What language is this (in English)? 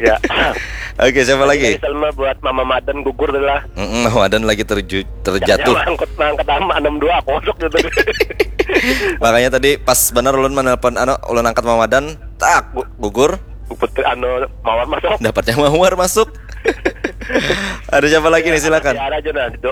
Banjar